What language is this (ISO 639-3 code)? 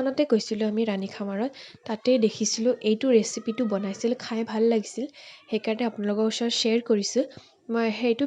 asm